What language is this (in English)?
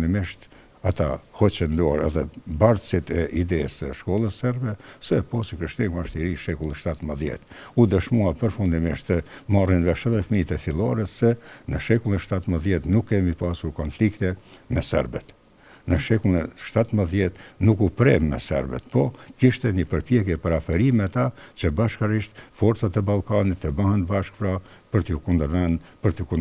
Albanian